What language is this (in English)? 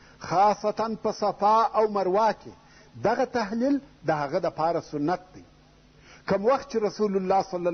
Pashto